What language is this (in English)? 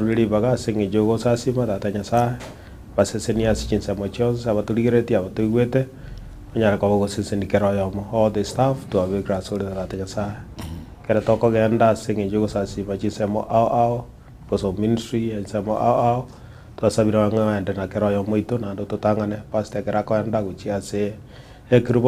Gusii